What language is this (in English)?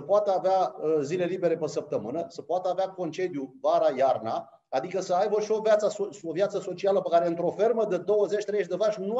Romanian